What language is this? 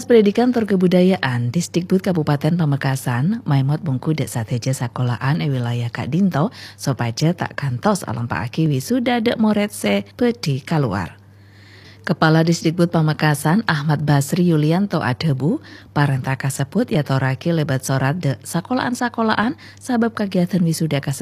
Madurese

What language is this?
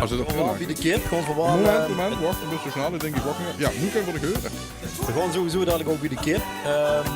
Limburgish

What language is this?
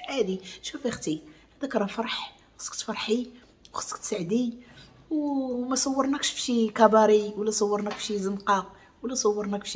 Moroccan Arabic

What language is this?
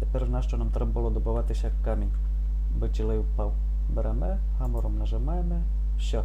Rusyn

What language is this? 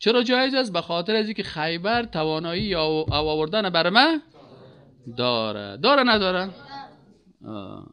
Persian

